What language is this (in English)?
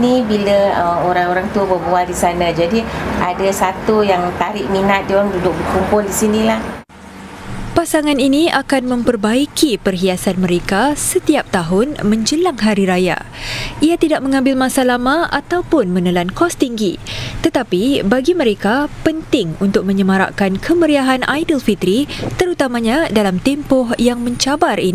Malay